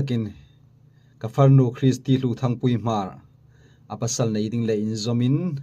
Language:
Hmar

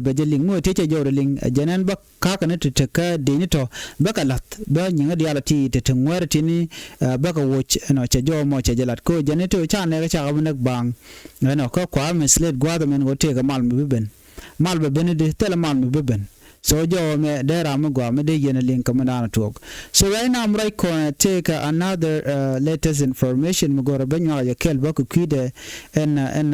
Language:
Nuer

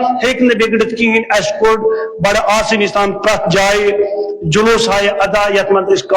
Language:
Kashmiri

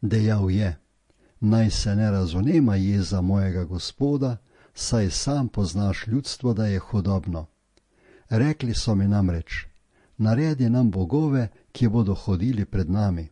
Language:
Slovenian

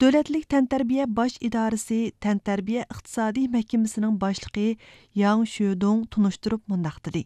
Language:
Uyghur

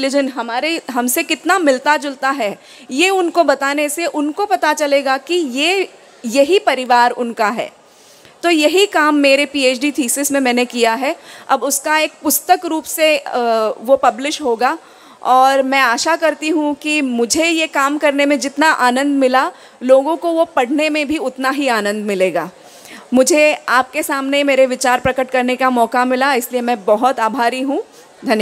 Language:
Hindi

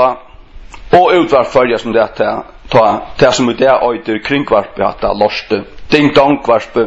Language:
Faroese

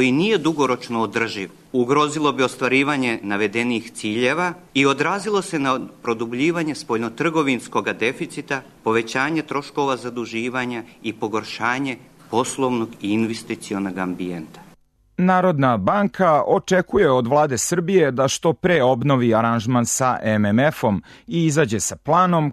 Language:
Serbian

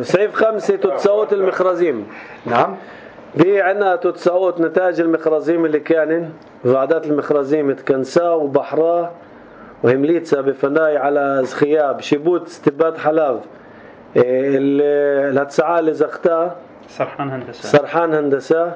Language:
North Levantine Arabic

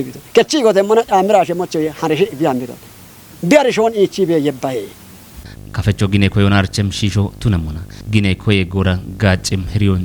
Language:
Kafa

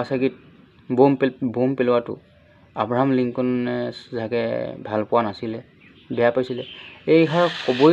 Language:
Assamese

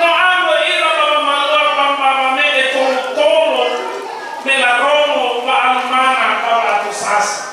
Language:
Nias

